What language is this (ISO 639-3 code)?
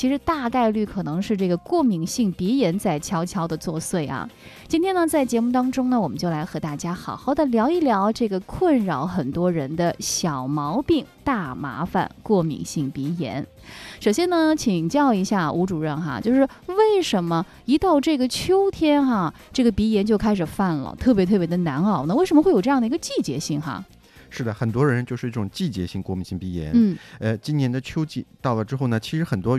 zho